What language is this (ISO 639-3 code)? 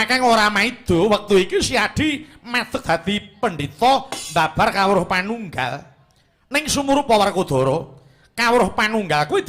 jav